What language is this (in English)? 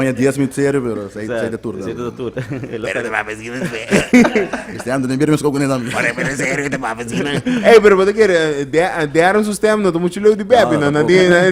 Papiamento